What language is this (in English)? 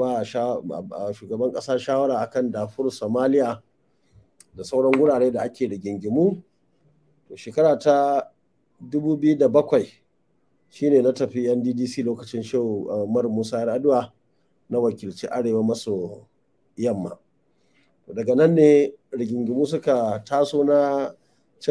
Hausa